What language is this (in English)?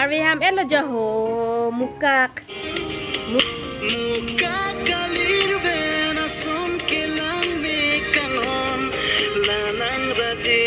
Karbi